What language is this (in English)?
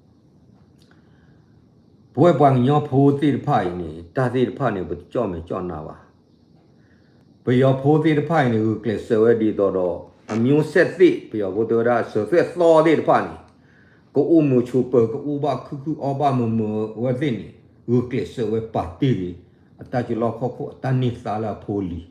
S'gaw Karen